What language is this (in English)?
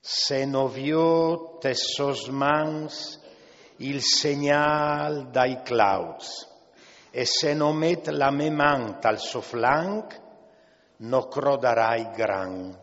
Friulian